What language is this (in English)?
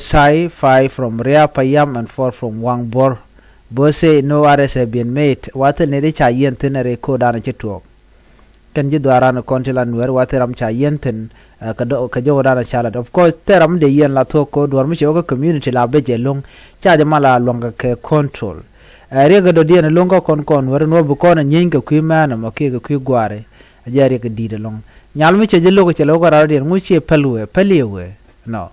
Nuer